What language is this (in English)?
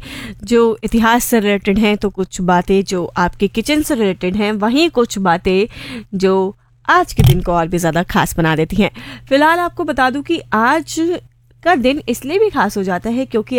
Hindi